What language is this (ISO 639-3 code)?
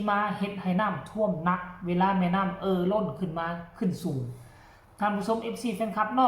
lao